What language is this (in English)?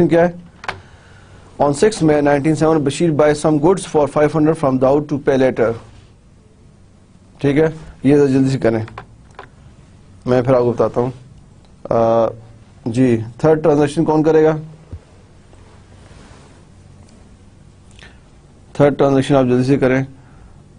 Urdu